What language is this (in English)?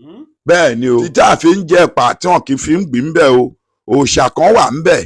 Yoruba